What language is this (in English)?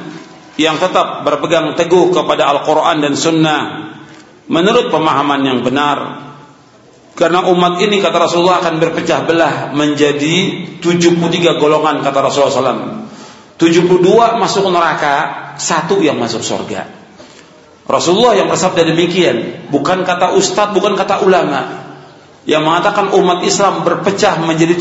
Indonesian